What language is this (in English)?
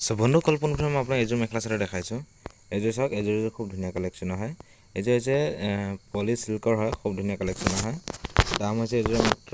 Assamese